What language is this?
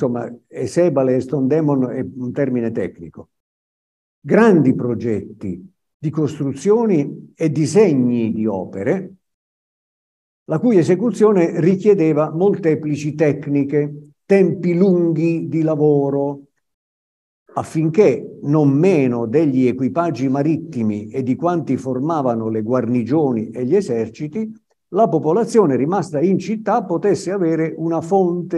Italian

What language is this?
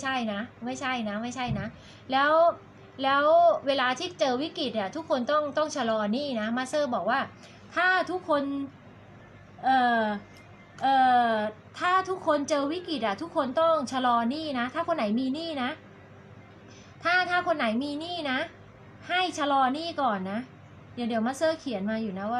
Thai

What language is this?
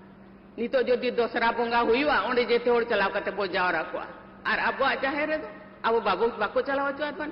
Santali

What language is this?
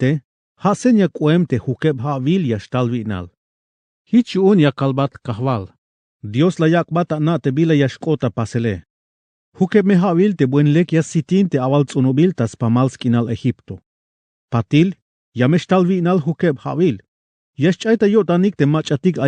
Tzeltal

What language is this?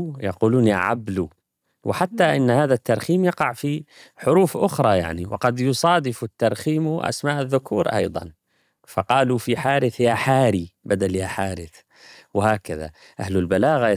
Arabic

